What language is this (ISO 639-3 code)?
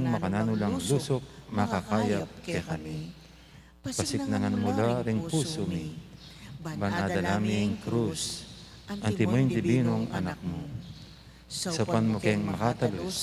pam